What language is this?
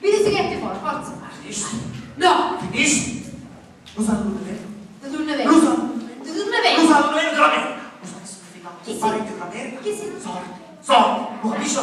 Sicilian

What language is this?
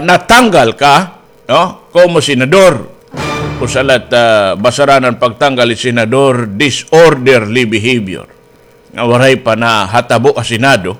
Waray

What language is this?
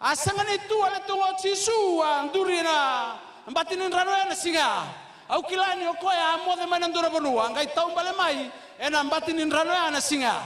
Fijian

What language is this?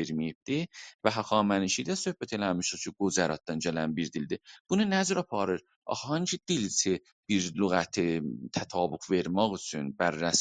South Azerbaijani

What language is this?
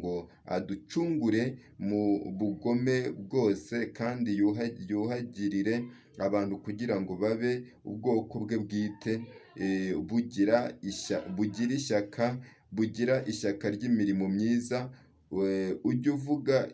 Kinyarwanda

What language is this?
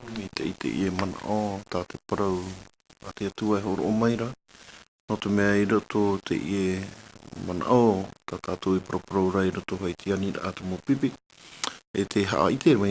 Tahitian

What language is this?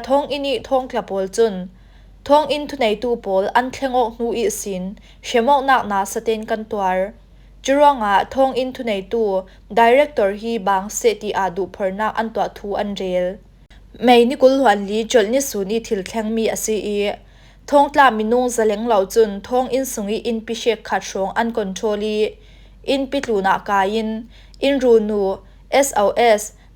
Falam Chin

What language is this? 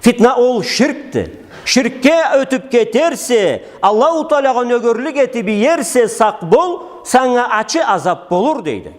Karachay-Balkar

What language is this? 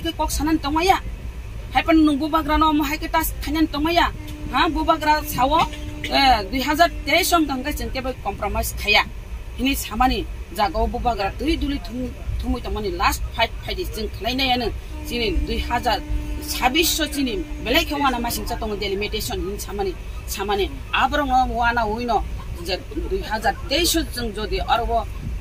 Kok Borok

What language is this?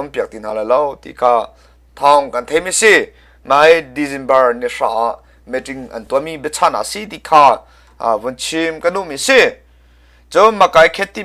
Hakha Chin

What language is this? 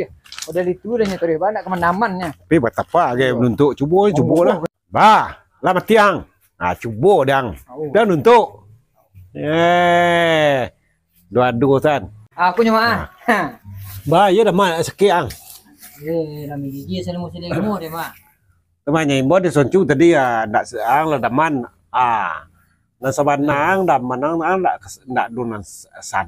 Minangkabau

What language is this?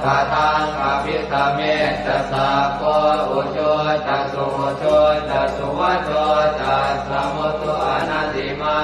Pali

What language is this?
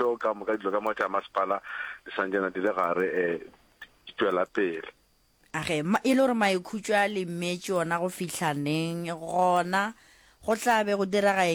Northern Sotho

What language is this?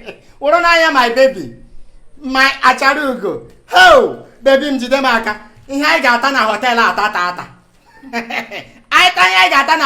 Igbo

